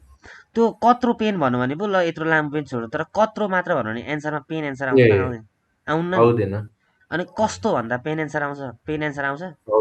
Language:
Nepali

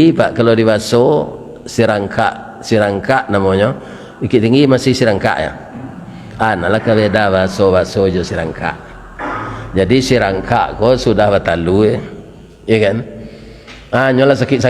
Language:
Minangkabau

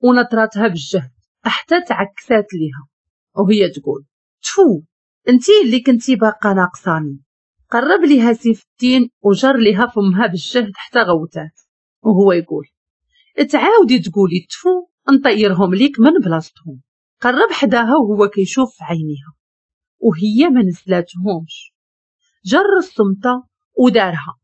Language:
Moroccan Arabic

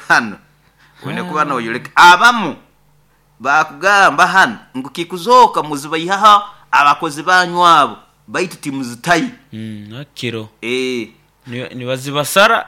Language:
Nyoro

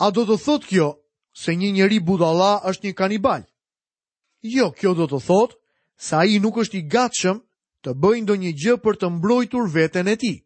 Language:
Albanian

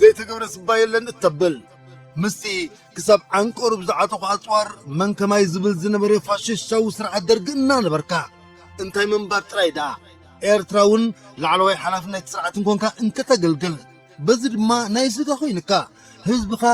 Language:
Tigrinya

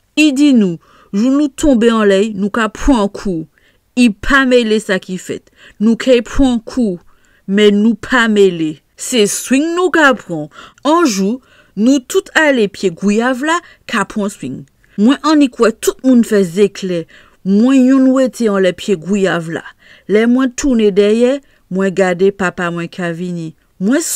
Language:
Saint Lucian Creole French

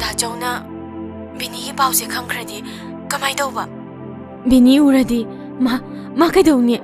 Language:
Manipuri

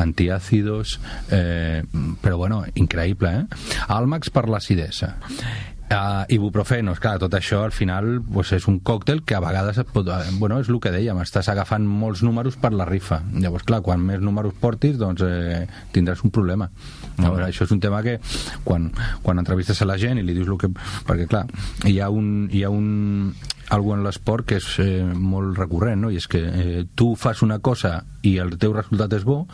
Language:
Catalan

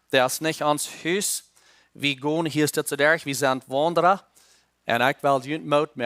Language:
Plautdietsch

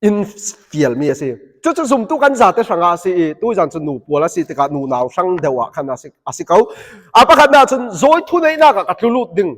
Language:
Falam Chin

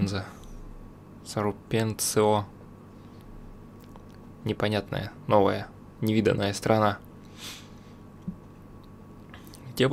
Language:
Russian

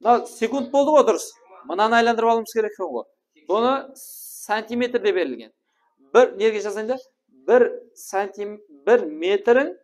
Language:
Kara-Kalpak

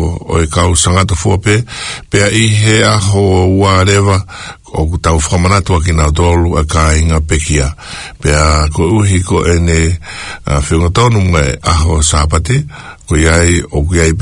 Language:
Tongan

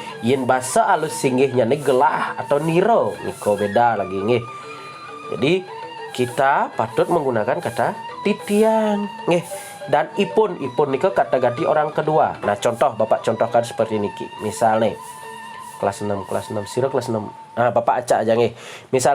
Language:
Balinese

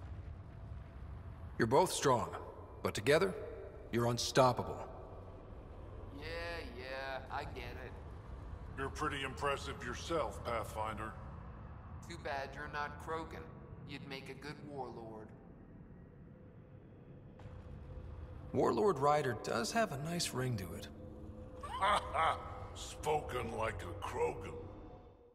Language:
English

